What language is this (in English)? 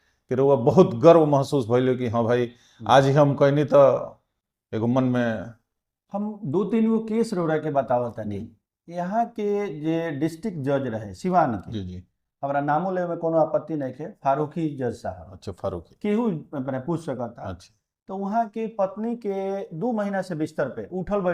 Bhojpuri